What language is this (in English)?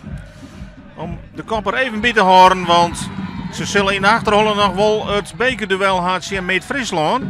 Western Frisian